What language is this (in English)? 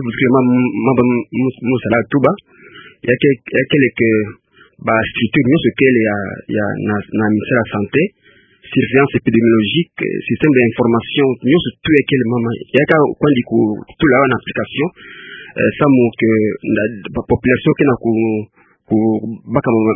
Kituba (Democratic Republic of Congo)